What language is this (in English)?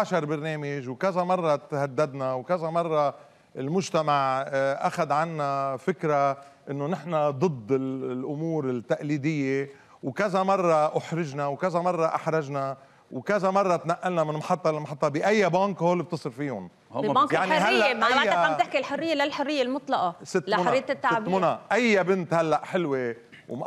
North Levantine Arabic